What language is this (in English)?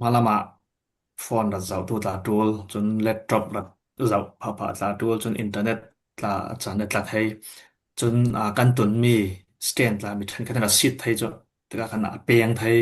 Falam Chin